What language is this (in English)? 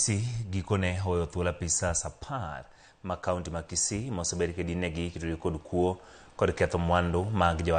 Luo (Kenya and Tanzania)